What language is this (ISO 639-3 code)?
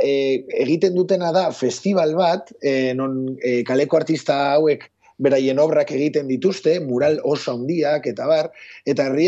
eus